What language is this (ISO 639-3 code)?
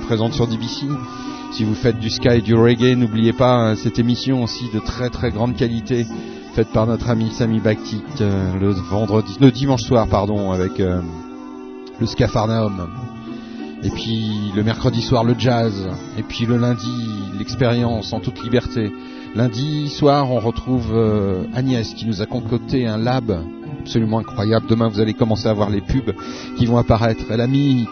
fra